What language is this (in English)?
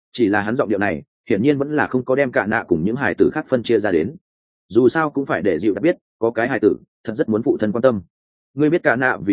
Vietnamese